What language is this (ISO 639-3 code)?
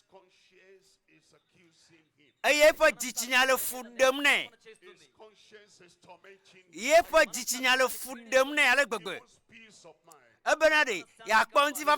ewe